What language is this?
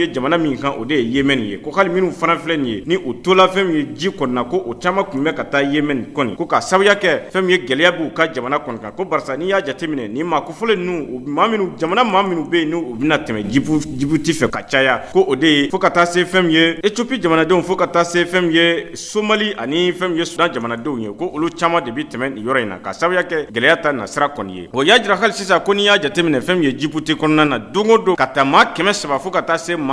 Bambara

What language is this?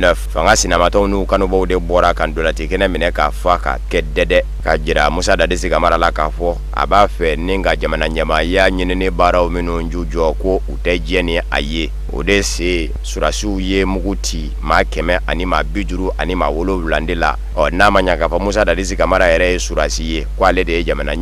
Bambara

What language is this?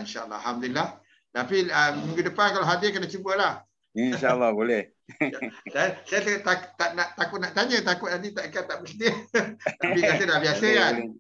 Malay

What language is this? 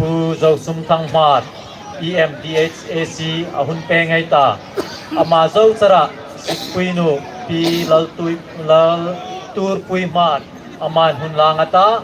Hmar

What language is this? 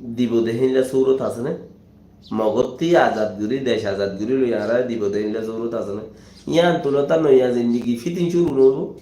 Rohingya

